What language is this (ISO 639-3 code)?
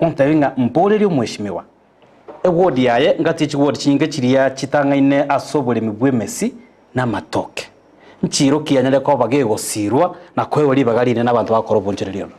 guz